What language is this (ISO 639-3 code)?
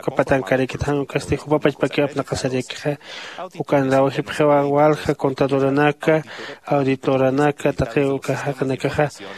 aym